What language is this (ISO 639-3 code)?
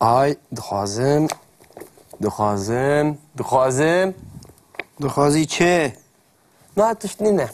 kur